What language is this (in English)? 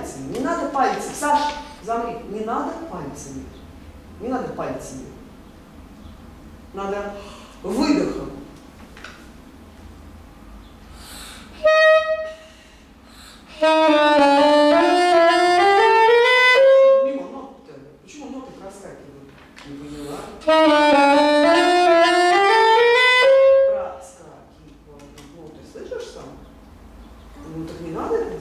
Russian